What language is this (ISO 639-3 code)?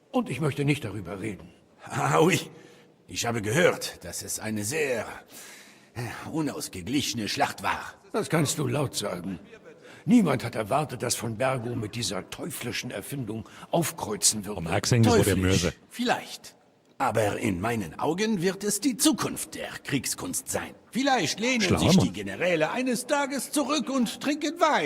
bar